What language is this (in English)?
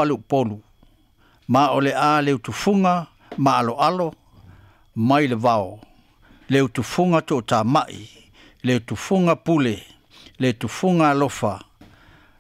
Samoan